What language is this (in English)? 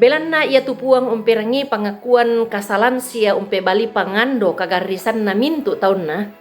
Toraja-Sa'dan